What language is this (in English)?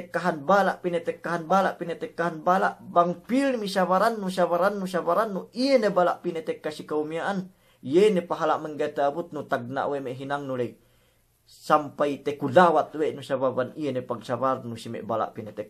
Yakan